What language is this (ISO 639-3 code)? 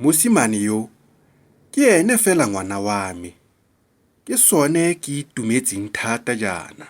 tsn